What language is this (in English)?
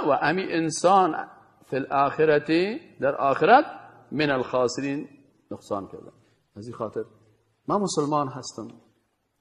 Persian